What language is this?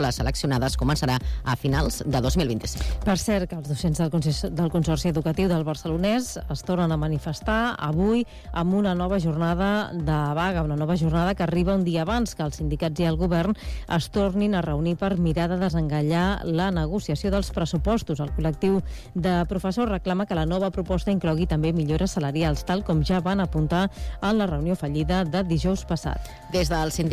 Catalan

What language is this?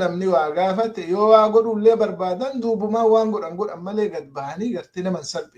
Oromo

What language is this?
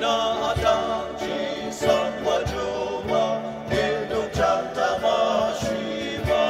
Ao Naga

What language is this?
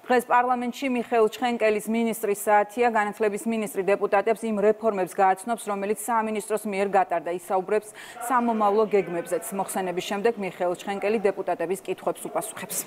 Georgian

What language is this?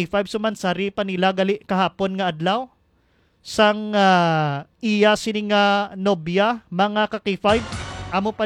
Hiligaynon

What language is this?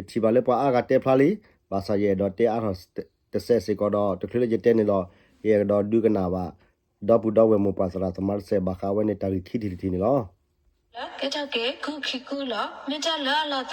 S'gaw Karen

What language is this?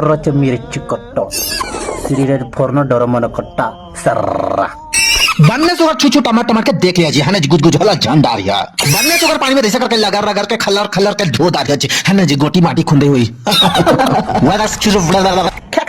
Chhattisgarhi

